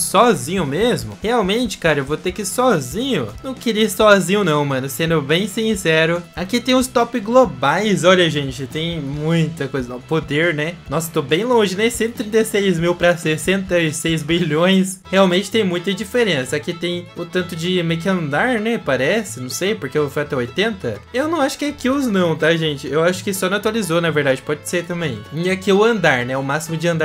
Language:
Portuguese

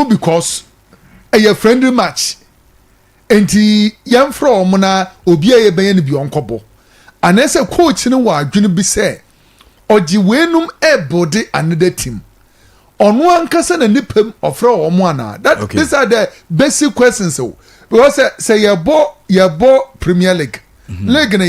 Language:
Akan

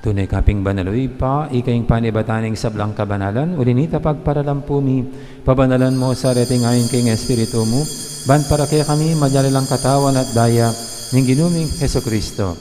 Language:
Pampanga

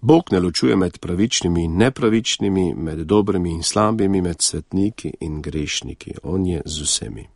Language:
Slovenian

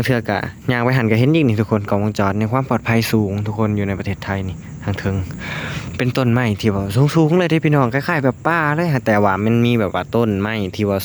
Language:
Lao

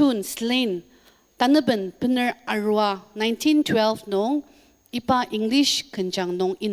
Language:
Ao Naga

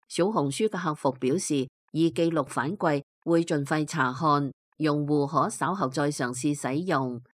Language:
Cantonese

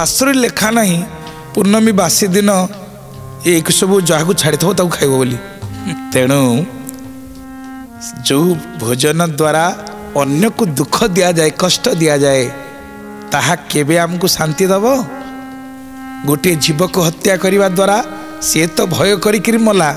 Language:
Odia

